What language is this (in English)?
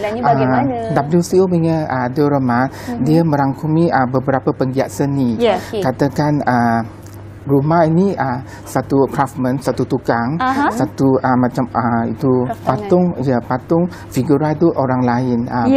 Malay